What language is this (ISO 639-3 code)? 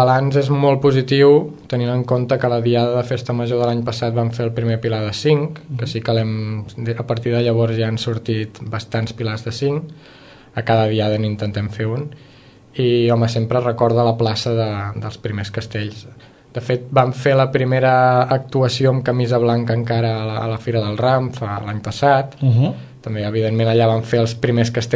cat